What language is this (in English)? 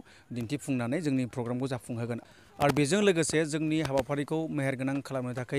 Bodo